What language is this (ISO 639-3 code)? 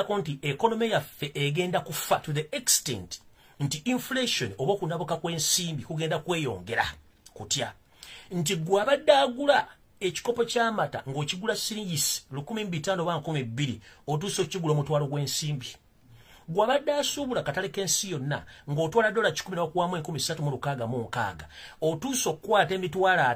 lug